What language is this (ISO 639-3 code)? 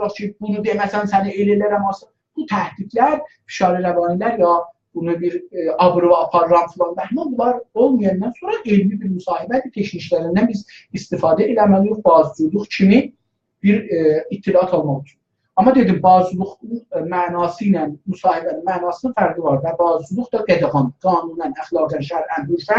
azb